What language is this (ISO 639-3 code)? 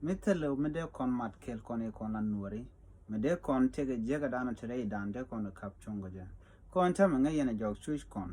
nus